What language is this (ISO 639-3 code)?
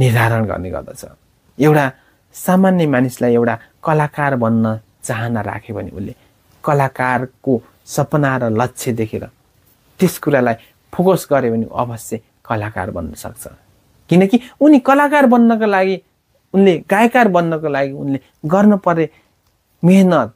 nep